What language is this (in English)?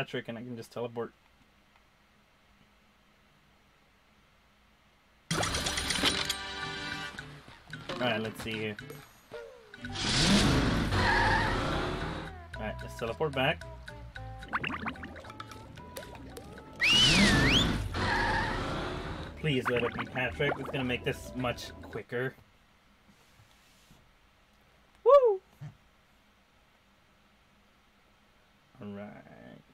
English